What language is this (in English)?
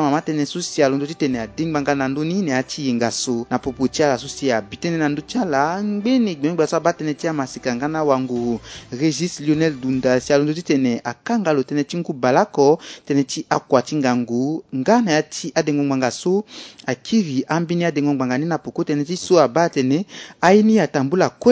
Sango